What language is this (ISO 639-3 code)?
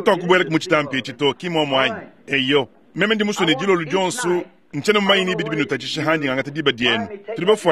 lua